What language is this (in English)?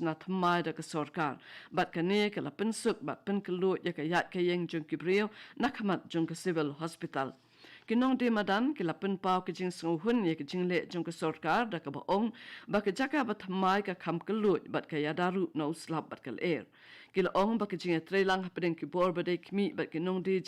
Khasi